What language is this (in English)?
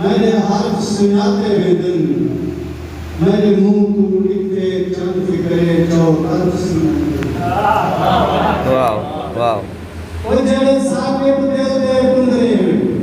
Saraiki